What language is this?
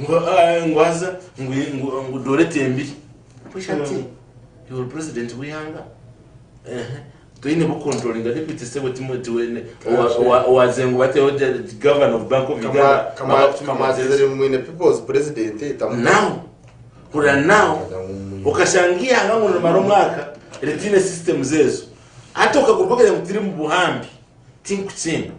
Nyankole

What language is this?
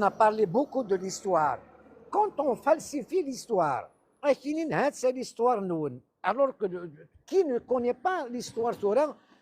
Kabyle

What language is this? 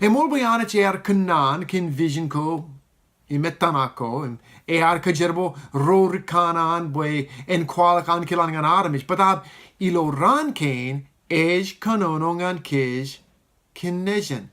Marshallese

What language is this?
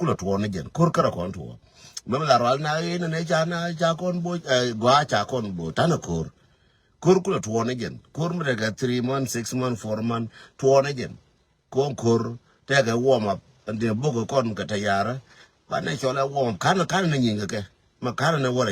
Nuer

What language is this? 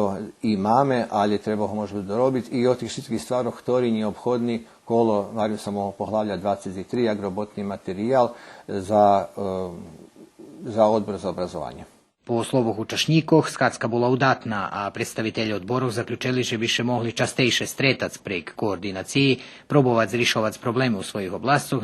Rusyn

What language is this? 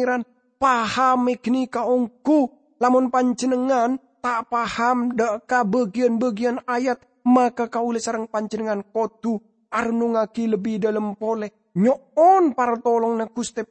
Madurese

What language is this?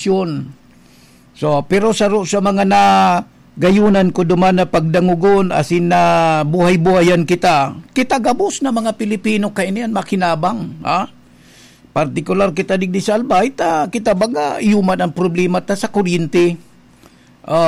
Bikol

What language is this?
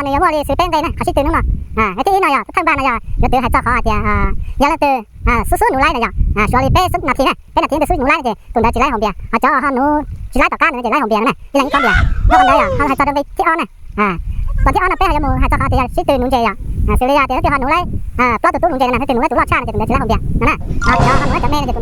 Hmong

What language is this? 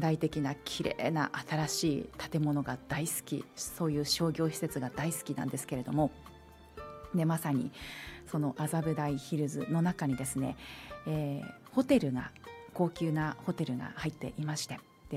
Japanese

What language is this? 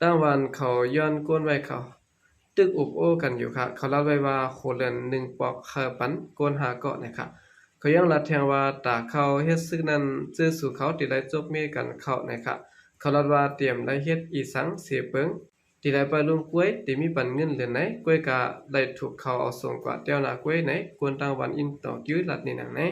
Shan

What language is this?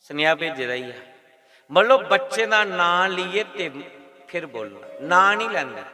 Dogri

